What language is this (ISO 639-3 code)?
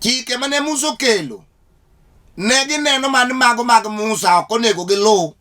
luo